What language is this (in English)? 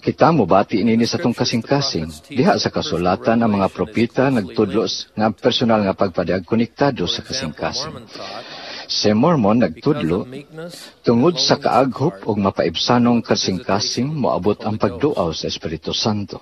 Cebuano